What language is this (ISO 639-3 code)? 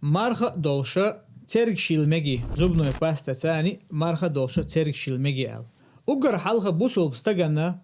che